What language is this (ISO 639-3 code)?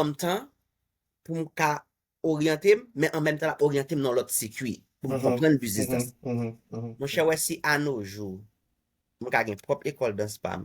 hat